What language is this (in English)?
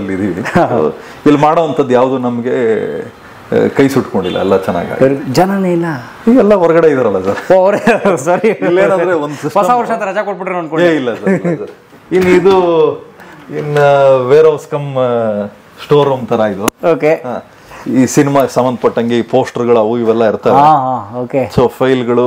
Kannada